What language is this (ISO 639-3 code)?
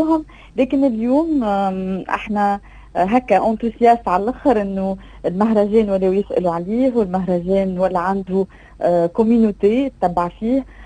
aeb